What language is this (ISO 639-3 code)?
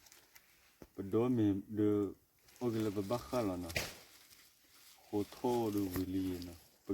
ksw